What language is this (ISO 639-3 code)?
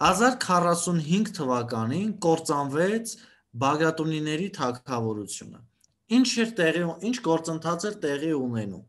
hye